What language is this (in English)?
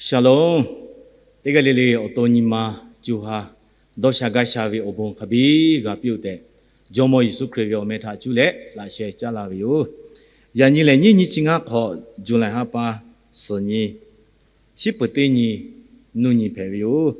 Lahu